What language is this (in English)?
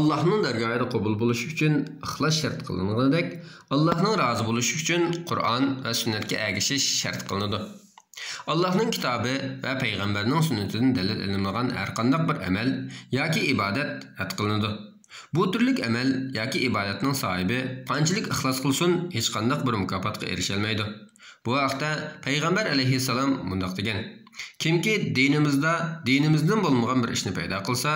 Uyghur